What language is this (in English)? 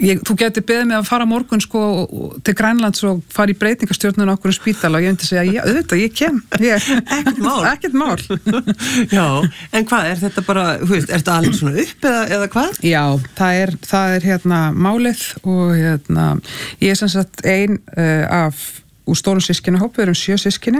Icelandic